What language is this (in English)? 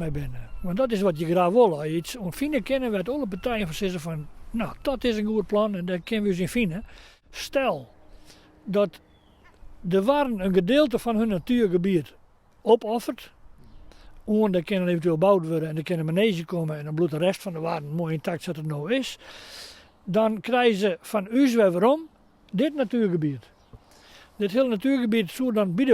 Western Frisian